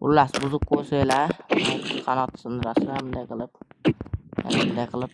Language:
Uzbek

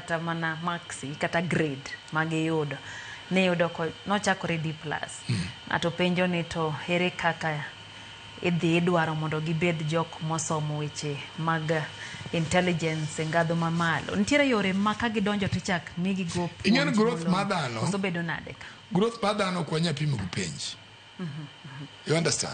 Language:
Luo (Kenya and Tanzania)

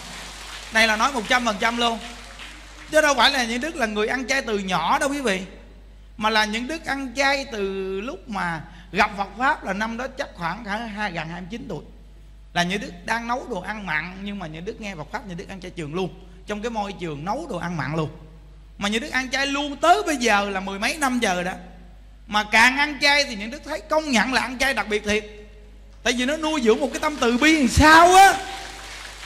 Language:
Vietnamese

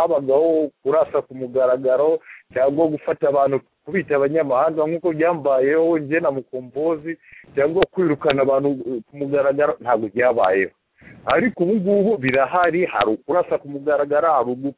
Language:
Kinyarwanda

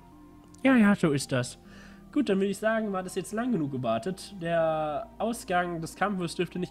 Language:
German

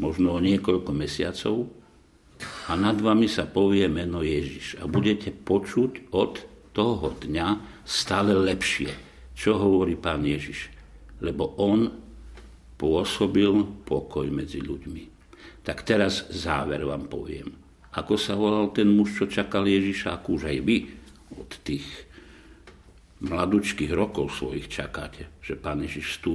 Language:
Slovak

